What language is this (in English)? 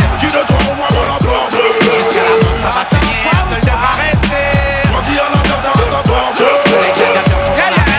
French